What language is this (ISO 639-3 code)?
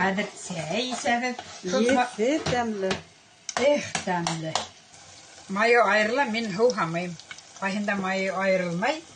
bak